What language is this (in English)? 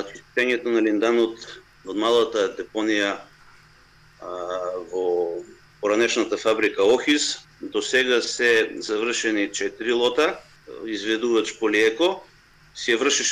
Macedonian